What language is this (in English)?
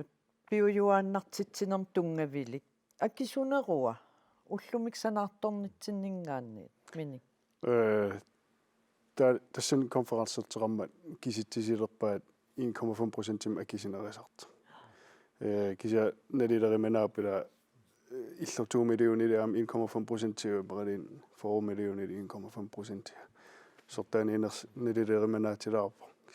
Kalaallisut